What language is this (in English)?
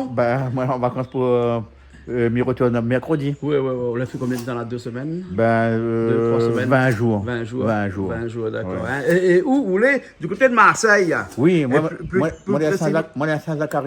Réunion Creole French